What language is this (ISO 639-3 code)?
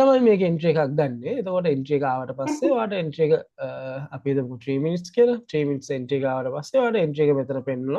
sin